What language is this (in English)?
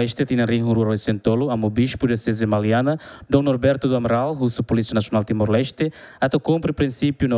Tetum